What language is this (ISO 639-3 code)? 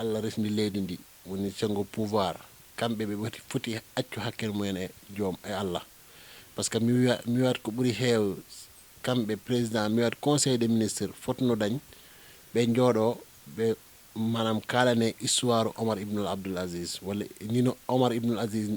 ful